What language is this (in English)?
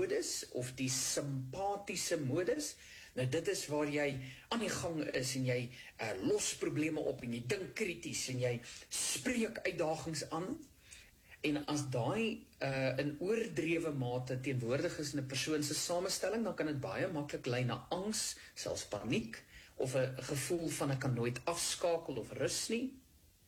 Afrikaans